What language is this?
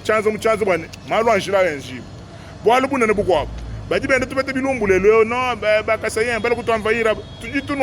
Luba-Lulua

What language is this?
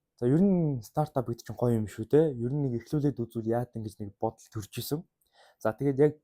Mongolian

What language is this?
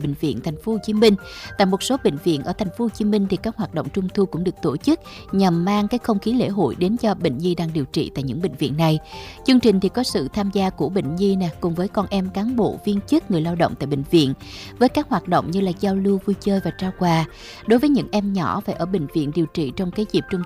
Vietnamese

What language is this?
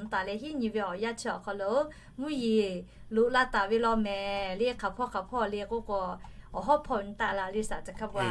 Lahu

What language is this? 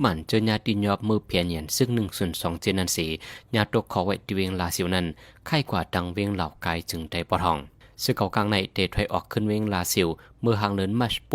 Shan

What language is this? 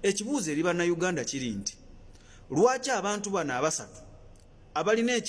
Ganda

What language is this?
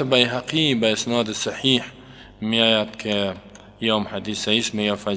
Persian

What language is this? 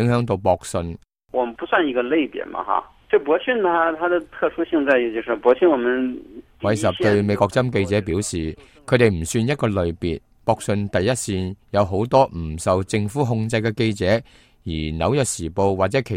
Cantonese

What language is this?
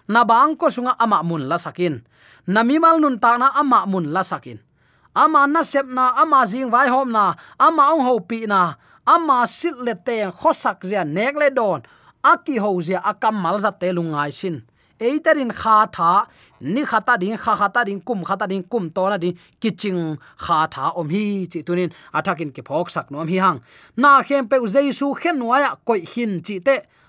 Tedim Chin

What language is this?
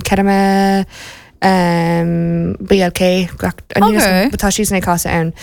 Irish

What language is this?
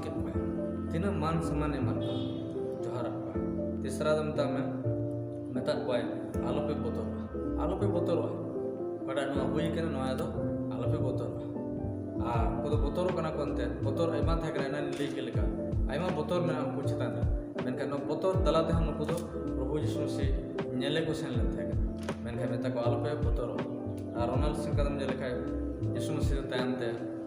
Santali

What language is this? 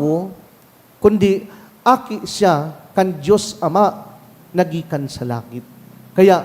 Bikol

